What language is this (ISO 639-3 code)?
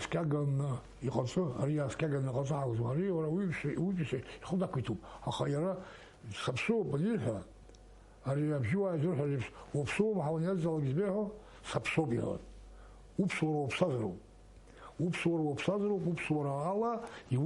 abk